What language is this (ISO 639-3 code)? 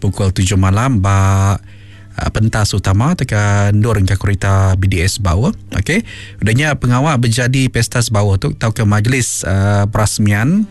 iba